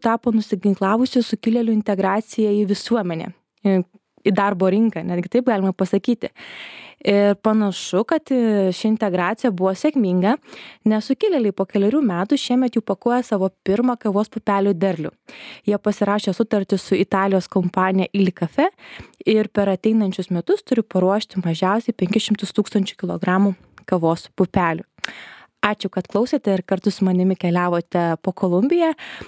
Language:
Lithuanian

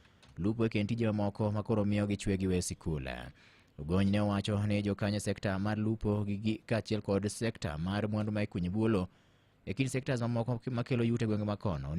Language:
Luo (Kenya and Tanzania)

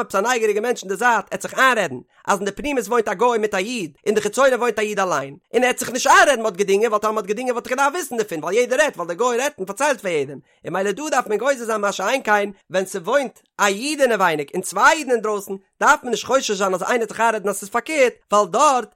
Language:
Yiddish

